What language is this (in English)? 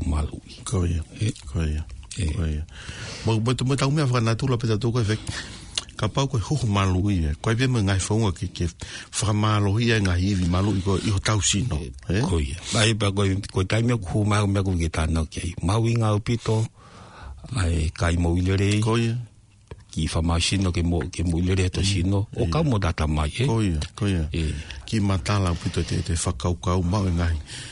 Tongan